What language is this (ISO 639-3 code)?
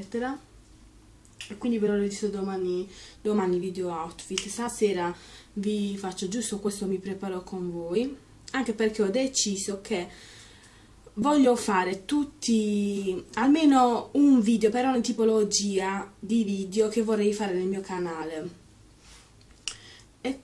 ita